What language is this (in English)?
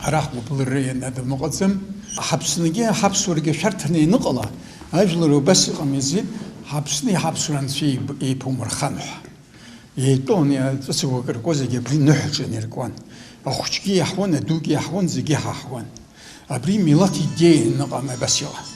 Abkhazian